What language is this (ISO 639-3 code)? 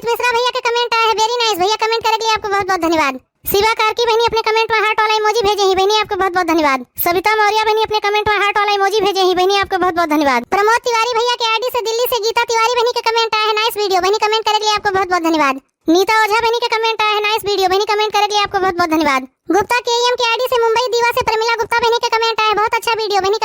awa